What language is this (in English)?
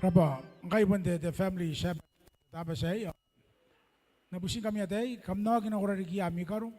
Gilbertese